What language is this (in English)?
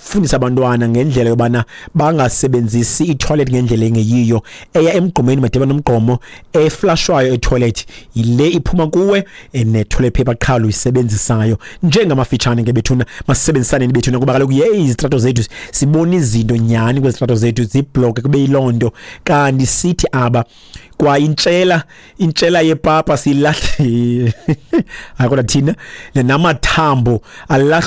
Xhosa